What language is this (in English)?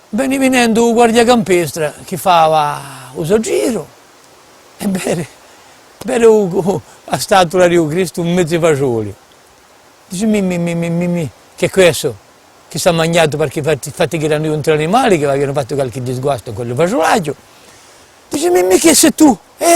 Corsican